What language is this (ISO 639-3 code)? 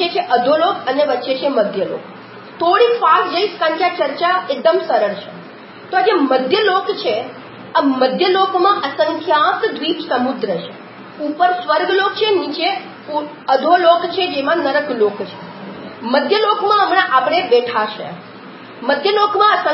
guj